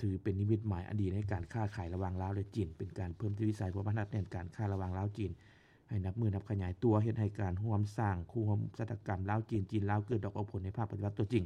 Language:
Lao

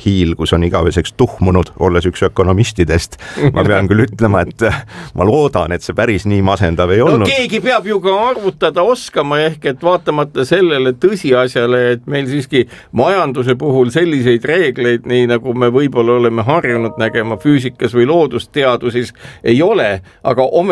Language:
Estonian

